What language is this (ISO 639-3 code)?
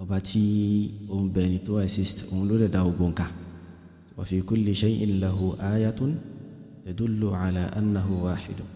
yor